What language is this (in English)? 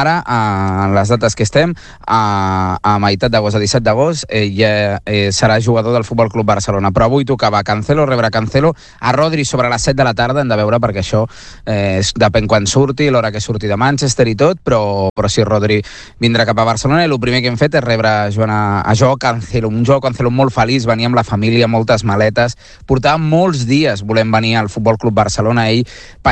Catalan